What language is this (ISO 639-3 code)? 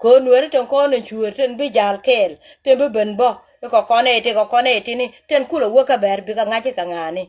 nus